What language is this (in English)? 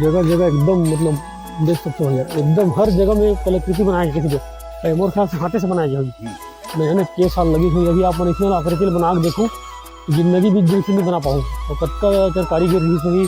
Chhattisgarhi